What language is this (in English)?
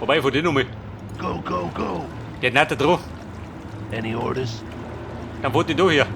Bavarian